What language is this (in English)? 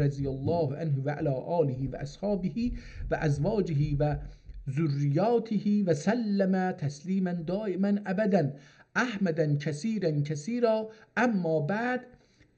South Azerbaijani